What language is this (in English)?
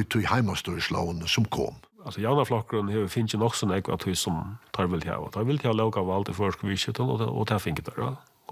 Faroese